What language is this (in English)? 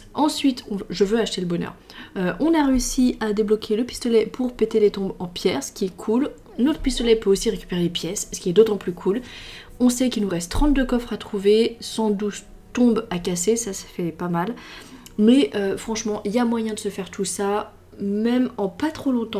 French